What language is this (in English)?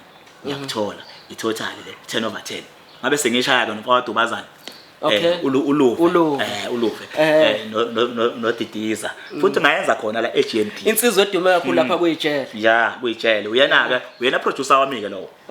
Zulu